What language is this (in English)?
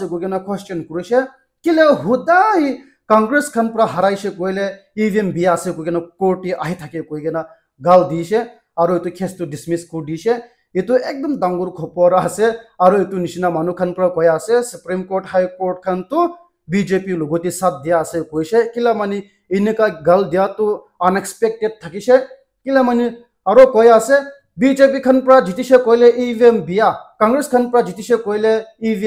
Naga Pidgin